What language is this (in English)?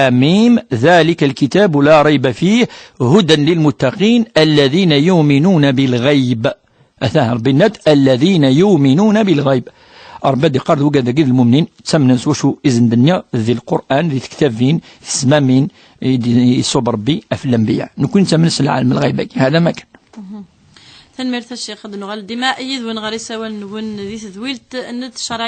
Kabyle